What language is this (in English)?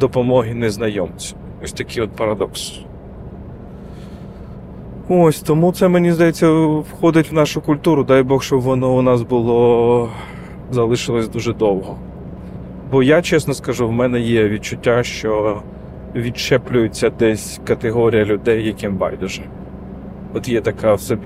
Ukrainian